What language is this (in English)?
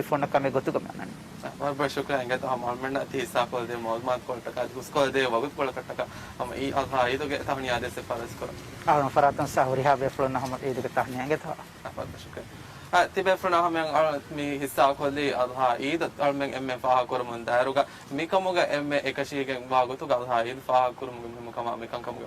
Divehi